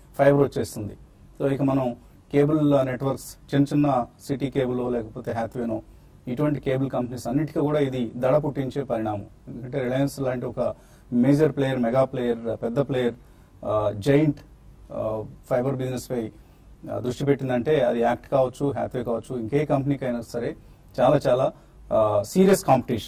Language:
Telugu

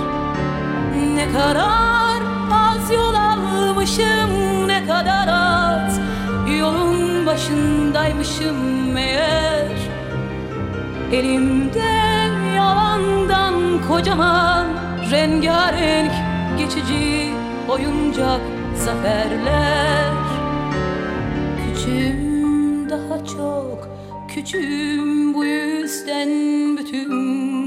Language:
Turkish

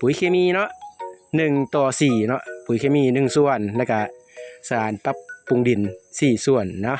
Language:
Northeastern Thai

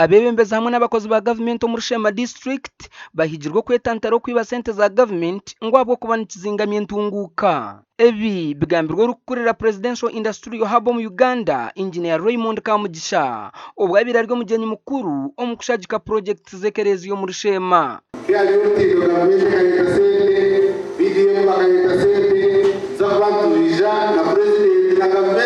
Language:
Nyankole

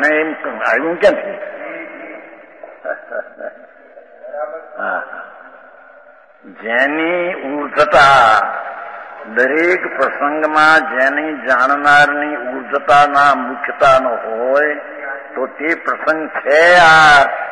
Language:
Gujarati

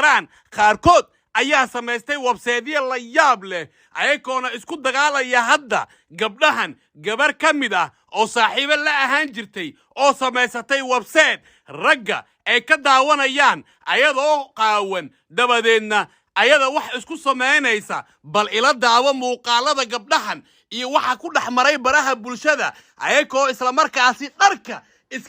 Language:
Somali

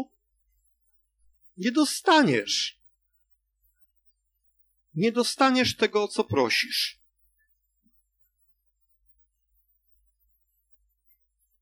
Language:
Polish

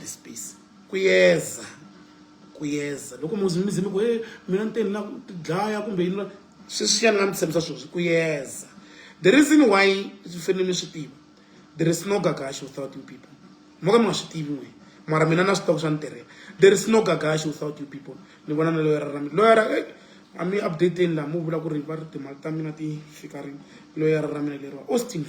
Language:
Tsonga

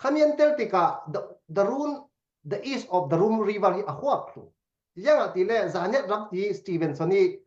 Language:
Falam Chin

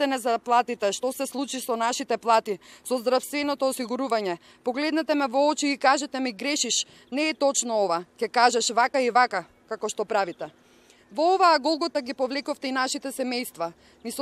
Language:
Macedonian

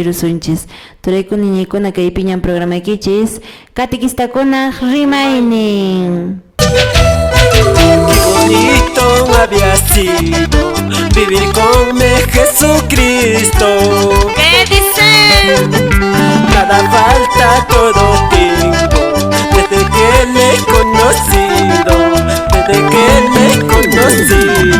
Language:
Quechua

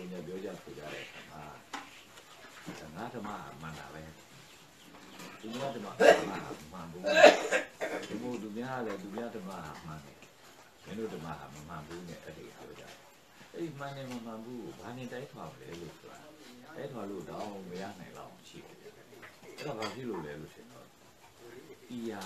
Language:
Burmese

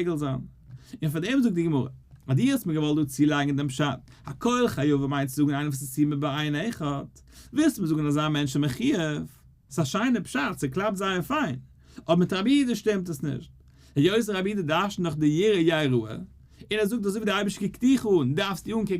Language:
Yiddish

